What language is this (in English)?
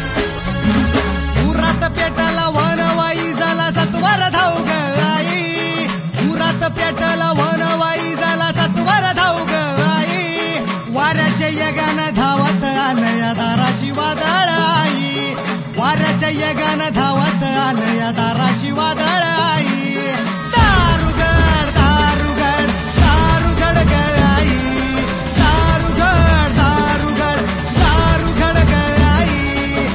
Marathi